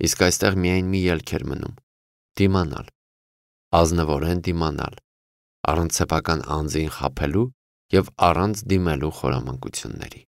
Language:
Armenian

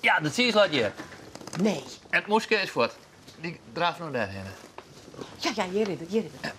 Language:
Western Frisian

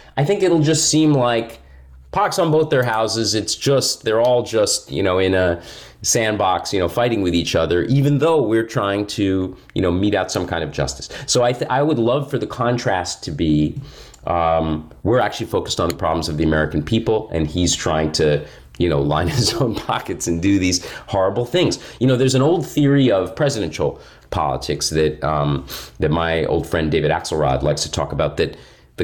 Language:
English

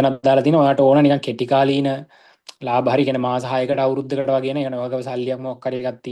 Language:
Sinhala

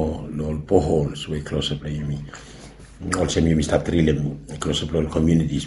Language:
Bislama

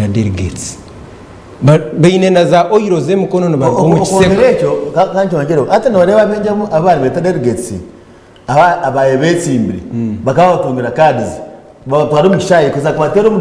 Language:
Nyankole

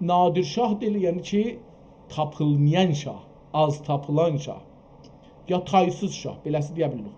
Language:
South Azerbaijani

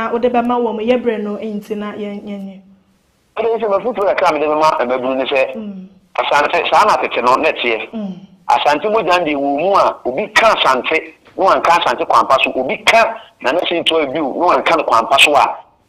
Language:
Akan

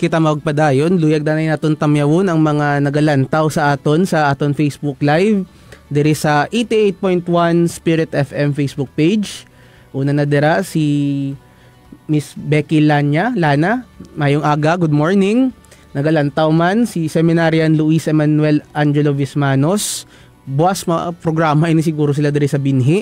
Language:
Hiligaynon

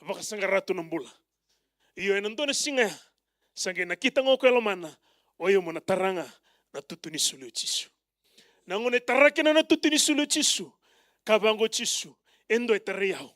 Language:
Fijian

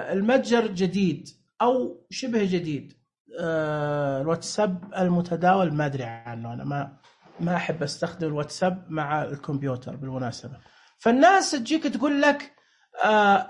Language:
Najdi Arabic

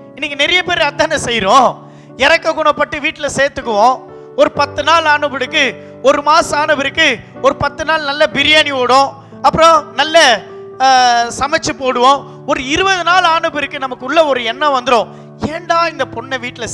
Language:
Tamil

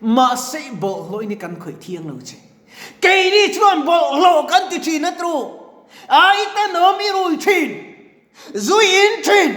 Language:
Mizo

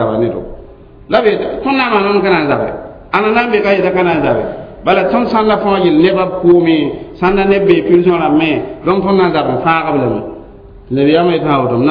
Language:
Mossi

